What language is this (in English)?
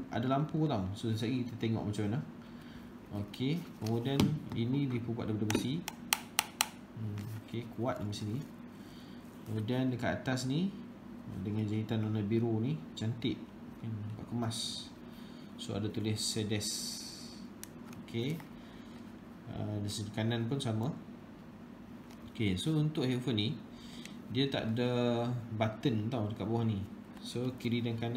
Malay